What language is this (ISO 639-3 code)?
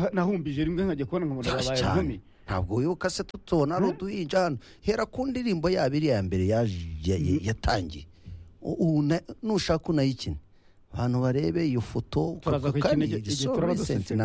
kin